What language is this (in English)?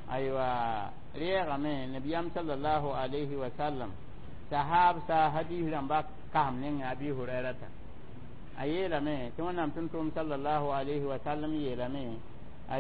Mossi